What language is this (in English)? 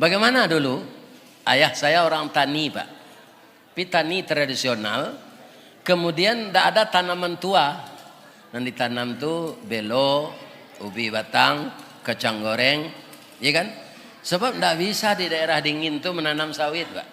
Minangkabau